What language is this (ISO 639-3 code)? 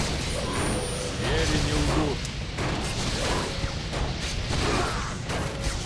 rus